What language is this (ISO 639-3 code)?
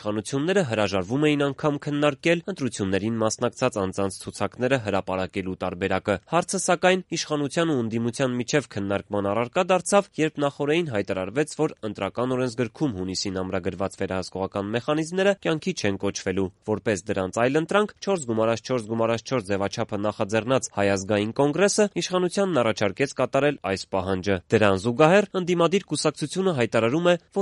hye